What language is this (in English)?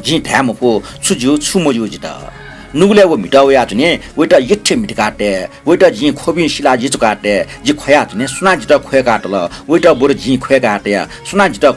Newari